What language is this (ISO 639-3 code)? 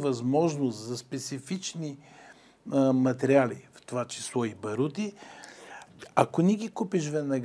bul